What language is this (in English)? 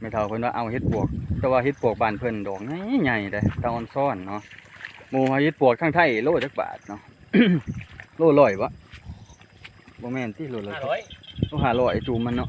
Lao